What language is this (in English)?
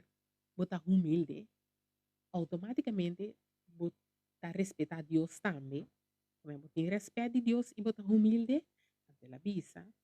Papiamento